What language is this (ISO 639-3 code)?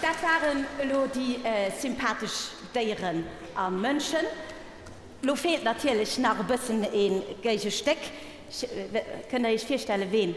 ltz